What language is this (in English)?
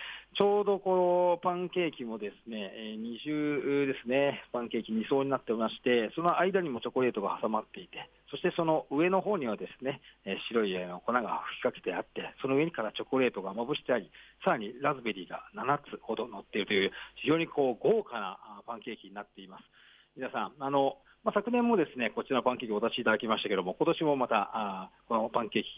Japanese